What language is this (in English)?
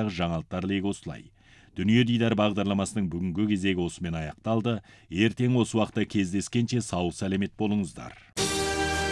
Kazakh